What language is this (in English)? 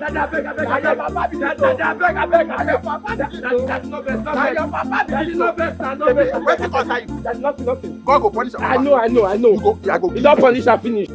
Nigerian Pidgin